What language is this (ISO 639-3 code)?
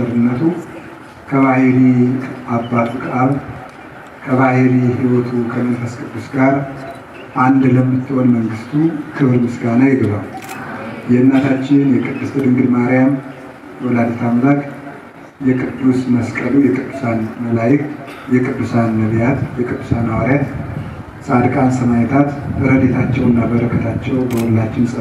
amh